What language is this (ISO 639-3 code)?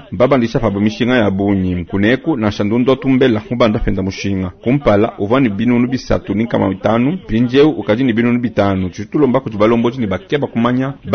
lua